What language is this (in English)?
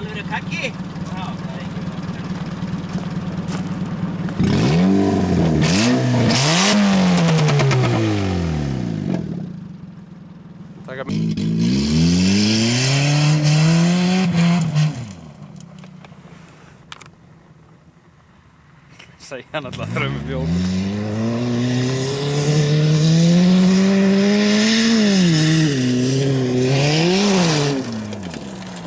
Icelandic